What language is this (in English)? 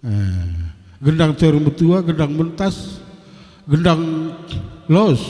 Batak Karo